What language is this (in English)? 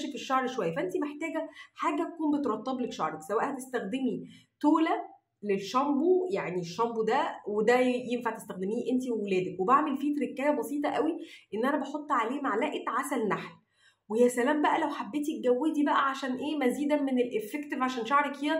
Egyptian Arabic